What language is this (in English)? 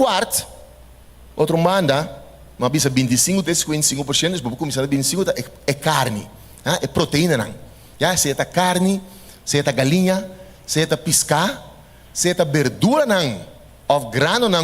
Papiamento